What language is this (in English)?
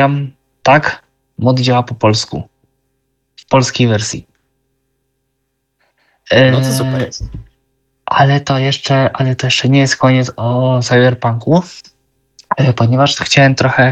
Polish